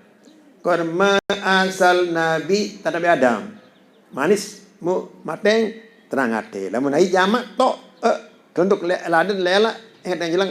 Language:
Sasak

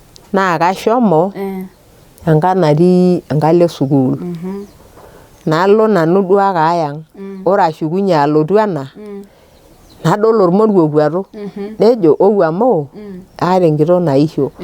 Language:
Masai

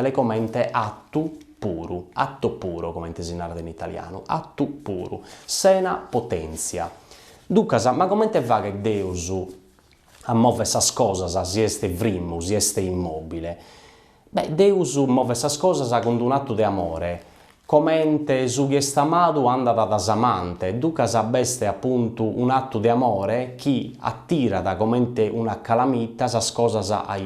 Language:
Sardinian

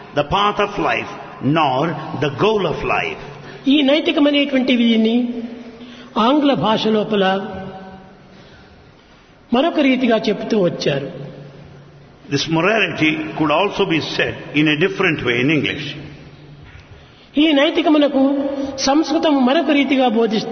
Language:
Telugu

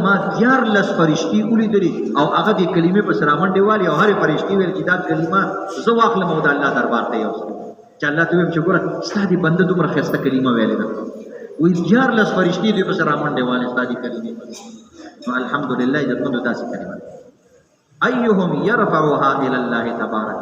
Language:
Pashto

